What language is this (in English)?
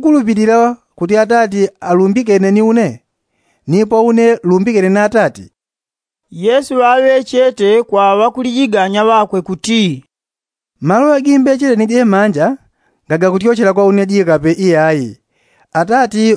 Yao